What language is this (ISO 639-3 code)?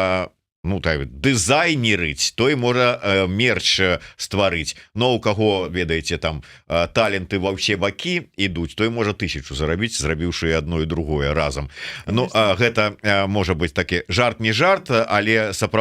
bel